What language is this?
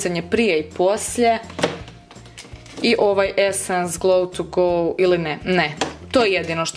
Croatian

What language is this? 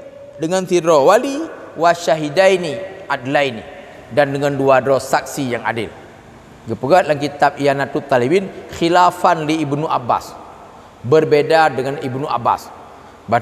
Achinese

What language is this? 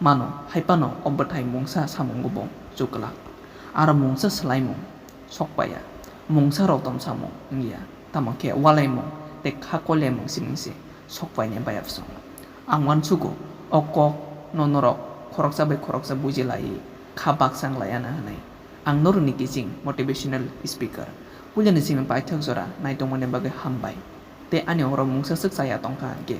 Kok Borok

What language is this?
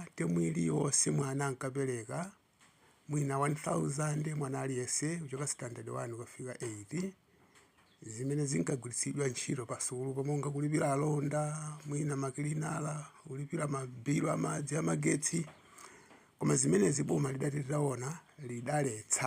Nyanja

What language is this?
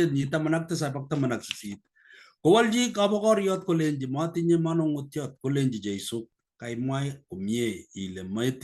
Kalenjin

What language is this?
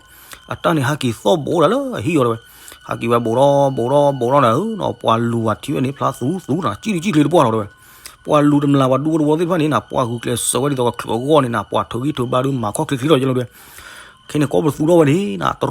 S'gaw Karen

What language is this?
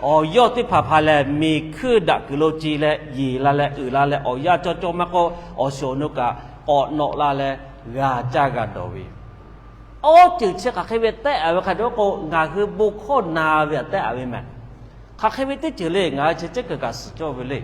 Lahu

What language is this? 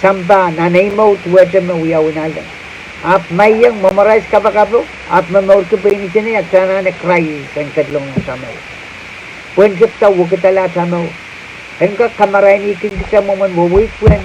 Pohnpeian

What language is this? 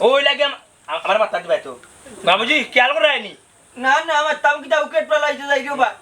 Sylheti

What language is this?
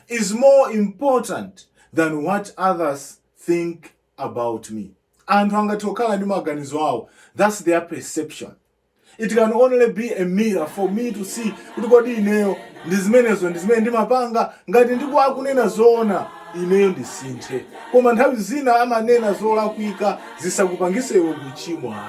Nyanja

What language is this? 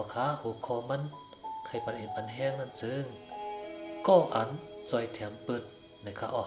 Shan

